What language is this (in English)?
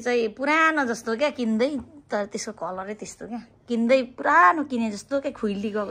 Nepali